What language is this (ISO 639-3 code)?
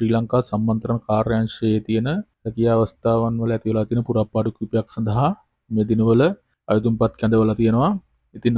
sin